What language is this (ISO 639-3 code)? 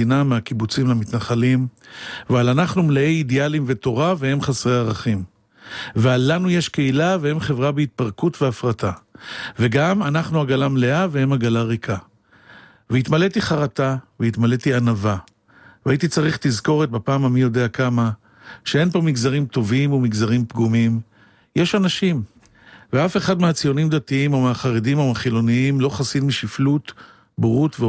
heb